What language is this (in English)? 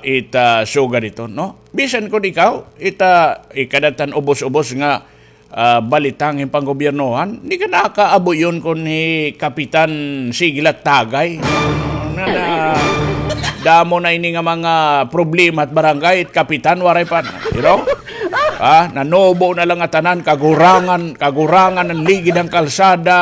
Waray